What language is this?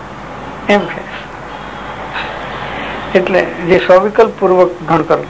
Gujarati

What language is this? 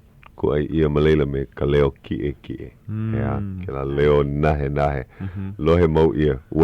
Hawaiian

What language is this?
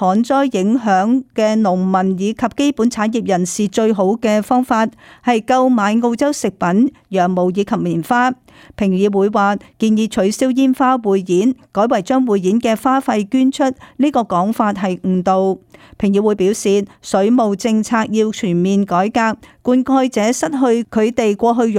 Cantonese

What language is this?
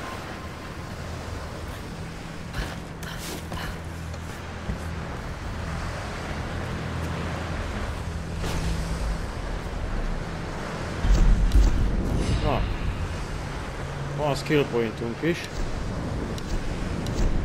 Hungarian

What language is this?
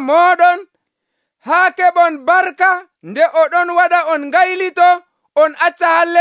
Nigerian Fulfulde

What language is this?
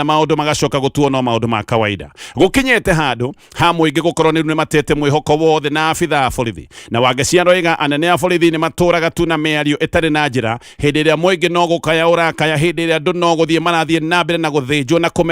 Kikuyu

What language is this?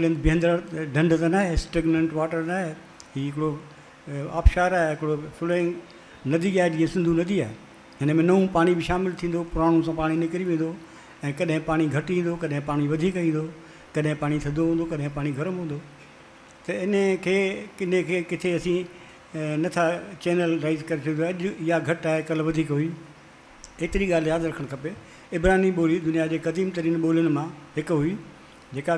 Sindhi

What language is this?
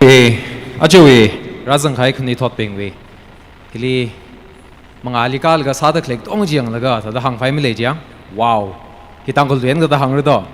Tangkhul Naga (India)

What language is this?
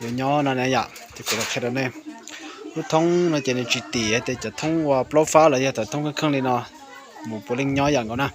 Hmong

